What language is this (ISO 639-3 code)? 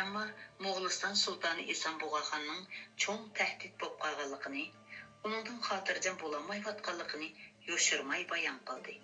uig